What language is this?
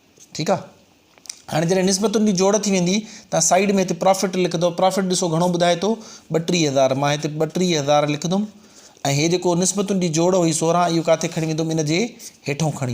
Sindhi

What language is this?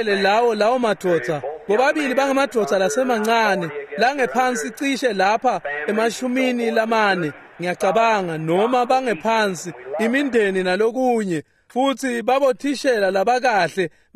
Swati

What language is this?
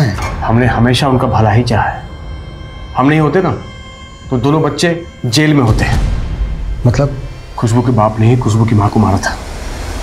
Hindi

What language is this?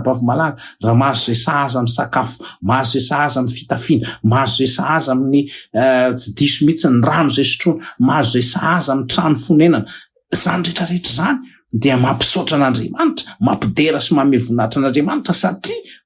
Malagasy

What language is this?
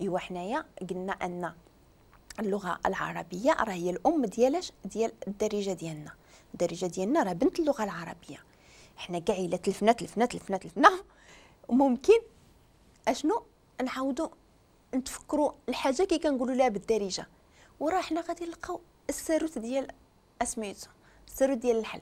Moroccan Arabic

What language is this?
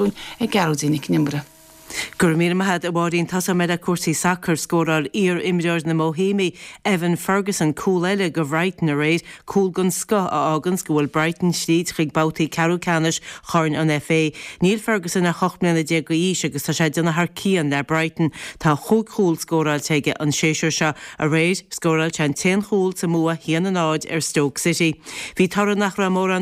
Irish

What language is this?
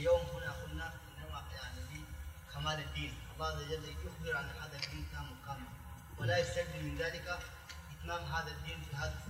Arabic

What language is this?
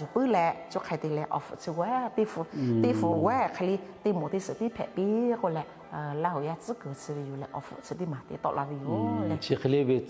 Lahu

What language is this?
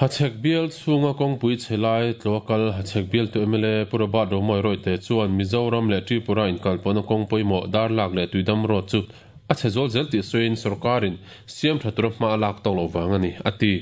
Mizo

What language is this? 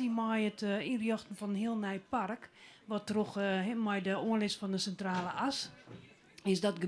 Western Frisian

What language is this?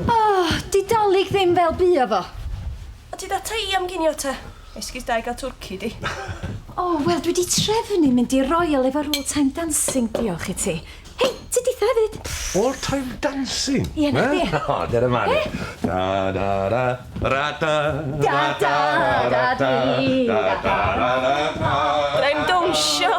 Welsh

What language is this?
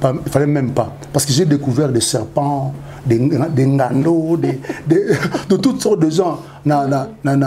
Lingala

